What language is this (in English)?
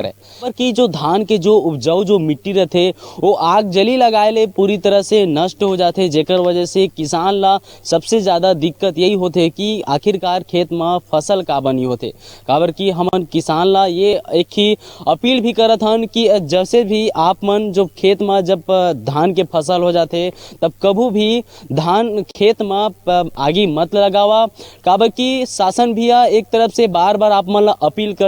Chhattisgarhi